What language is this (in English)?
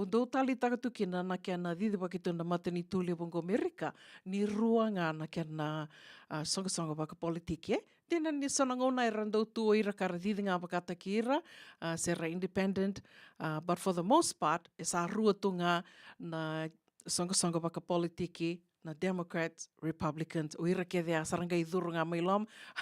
Fijian